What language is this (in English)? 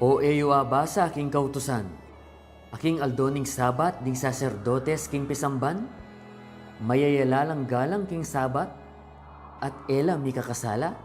Pampanga